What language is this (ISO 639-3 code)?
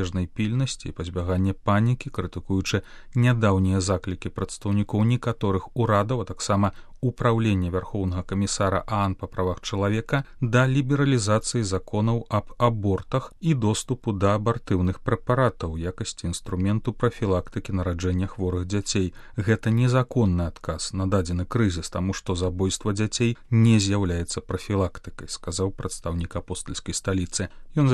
bel